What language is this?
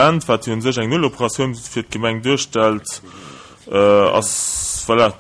Luxembourgish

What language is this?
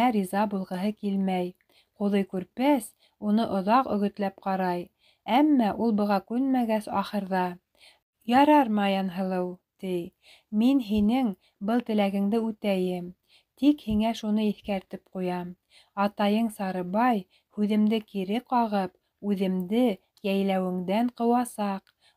Bashkir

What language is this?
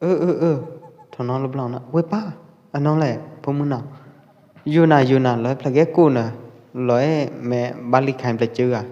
Pwo Eastern Karen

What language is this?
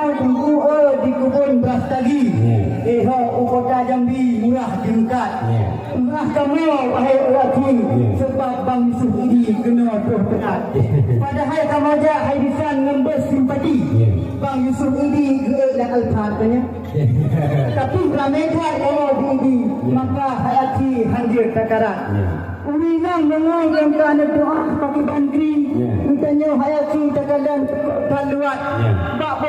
Achinese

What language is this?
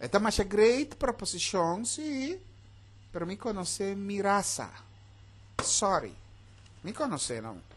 Papiamento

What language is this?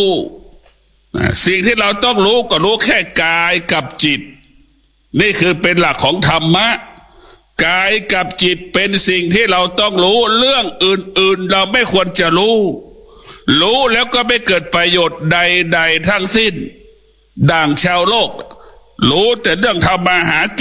Thai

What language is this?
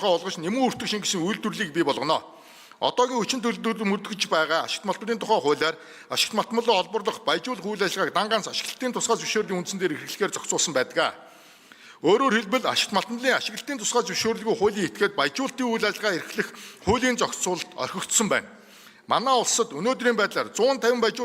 Mongolian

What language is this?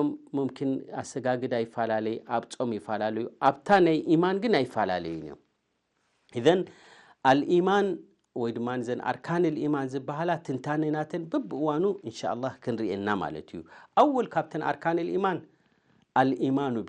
Tigrinya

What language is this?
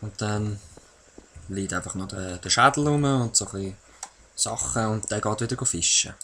Swiss German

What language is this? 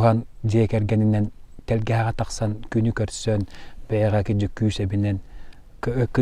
Yakut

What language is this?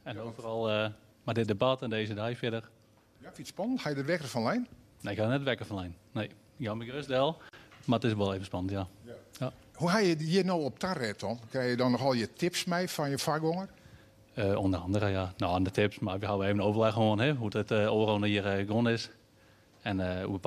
Western Frisian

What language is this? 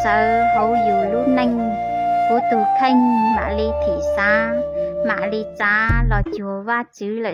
Hmong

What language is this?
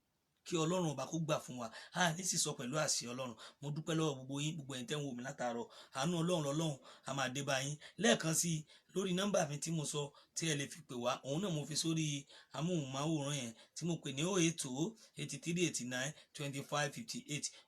Yoruba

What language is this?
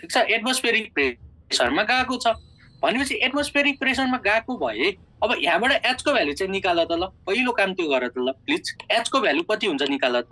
Nepali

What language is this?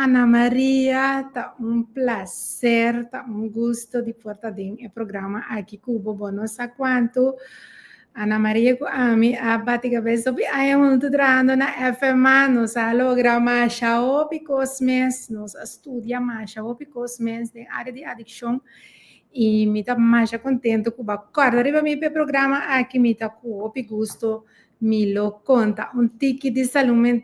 Papiamento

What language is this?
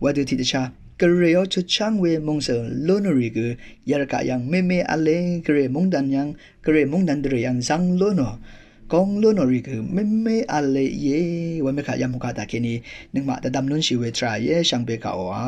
Rawang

